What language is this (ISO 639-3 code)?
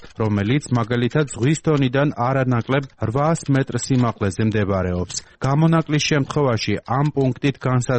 kat